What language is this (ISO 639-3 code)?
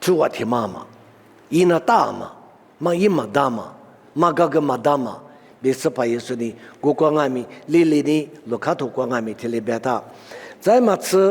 lis